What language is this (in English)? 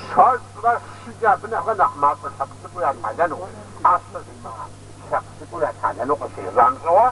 Kabardian